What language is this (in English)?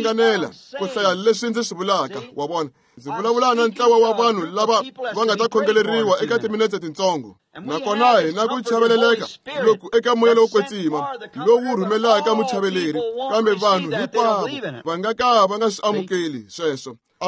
Tsonga